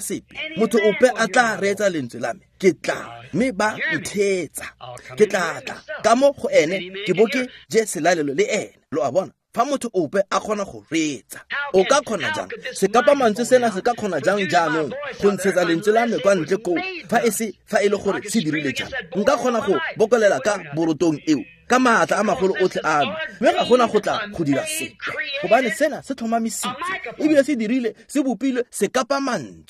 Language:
Tswana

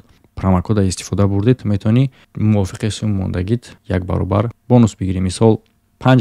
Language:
Tajik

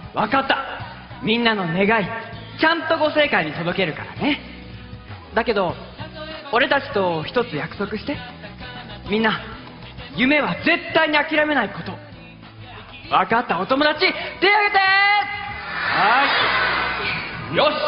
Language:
Japanese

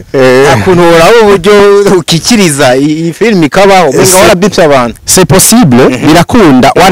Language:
Rundi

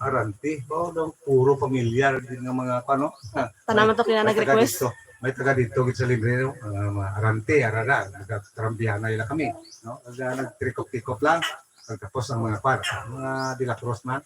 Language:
Hiligaynon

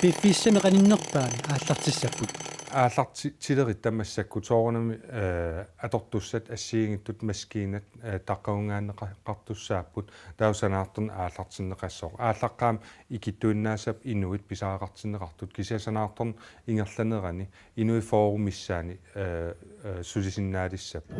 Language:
Kalaallisut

